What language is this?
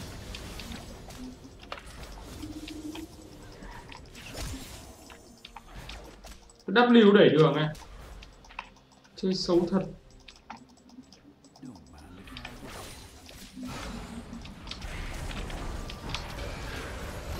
Vietnamese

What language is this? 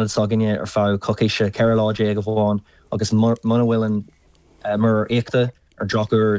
Irish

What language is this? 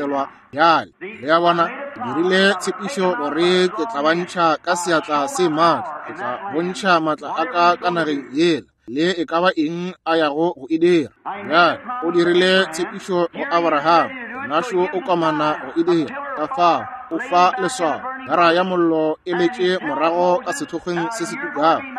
Northern Sotho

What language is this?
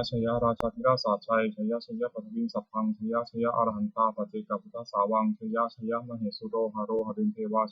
Pali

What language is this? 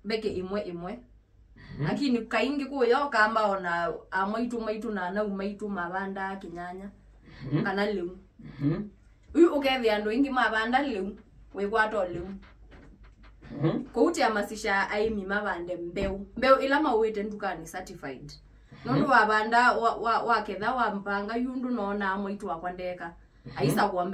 Kamba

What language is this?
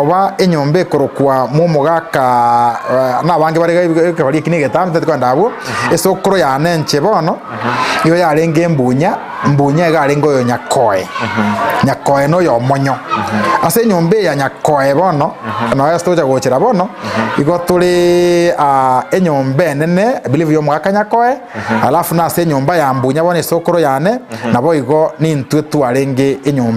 Gusii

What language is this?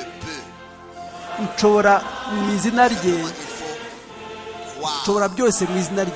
Kinyarwanda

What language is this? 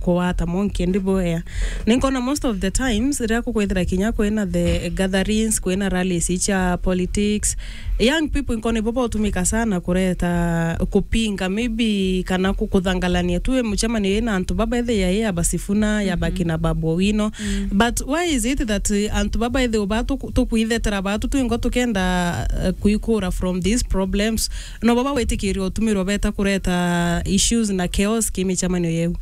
Meru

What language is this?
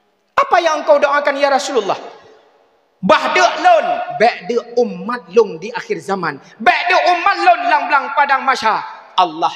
Achinese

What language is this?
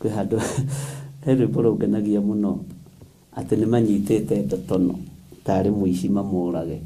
Kikuyu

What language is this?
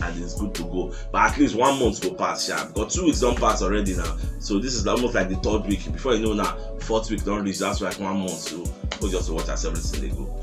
Nigerian Pidgin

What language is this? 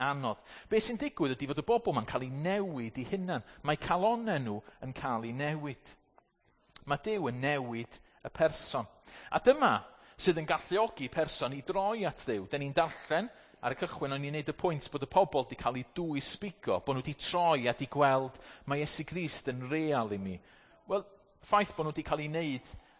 Welsh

